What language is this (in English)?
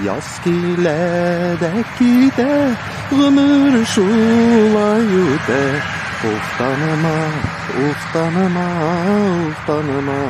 Tatar